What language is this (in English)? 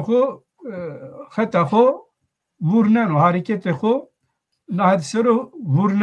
Zaza